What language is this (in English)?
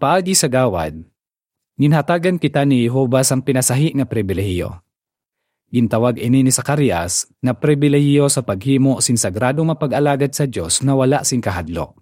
Hiligaynon